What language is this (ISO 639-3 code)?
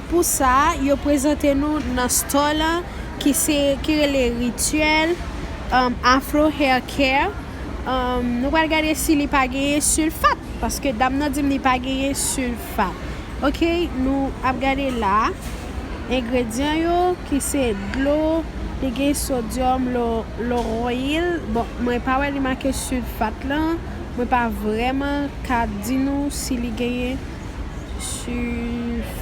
hat